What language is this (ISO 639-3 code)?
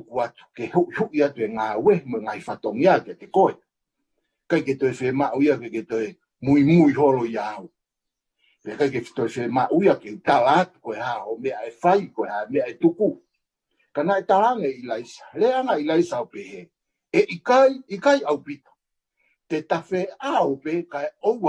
ton